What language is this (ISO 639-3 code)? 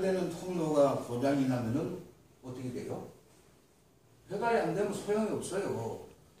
kor